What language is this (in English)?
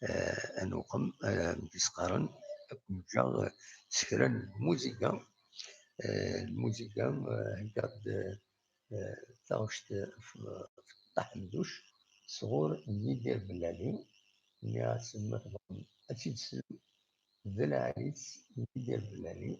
Kabyle